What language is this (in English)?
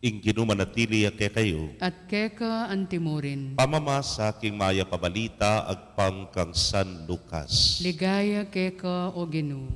Pampanga